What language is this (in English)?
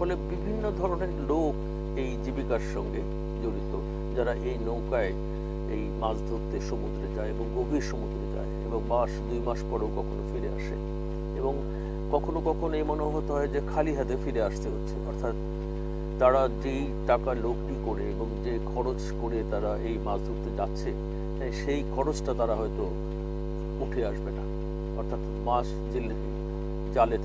Bangla